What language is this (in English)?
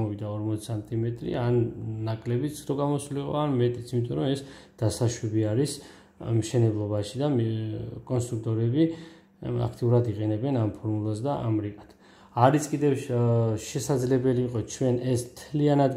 Georgian